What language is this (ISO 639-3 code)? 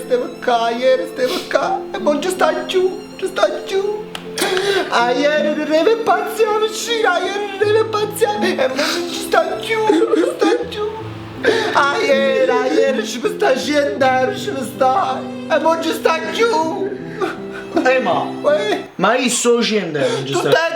nap